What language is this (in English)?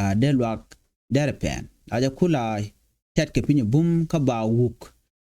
Nuer